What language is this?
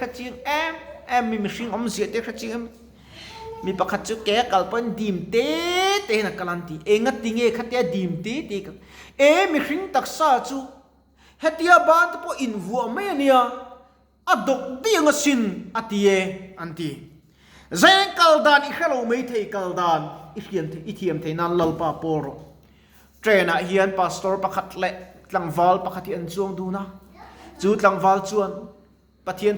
Mizo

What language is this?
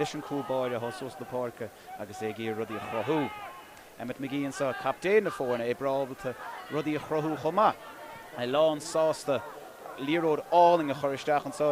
Irish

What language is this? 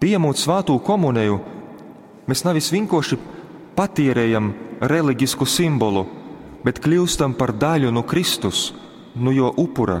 Latgalian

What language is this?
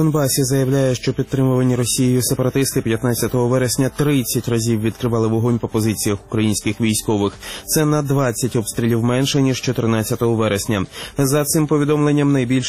Ukrainian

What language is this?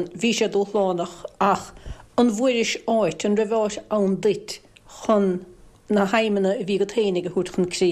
Irish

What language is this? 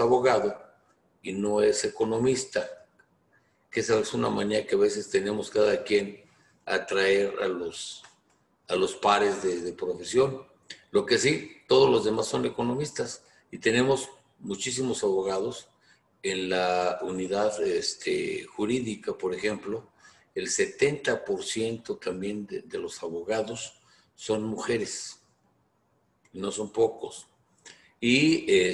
Spanish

